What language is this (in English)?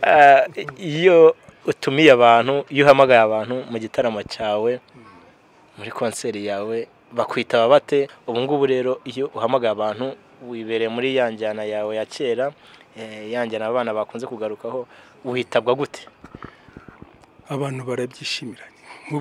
Kinyarwanda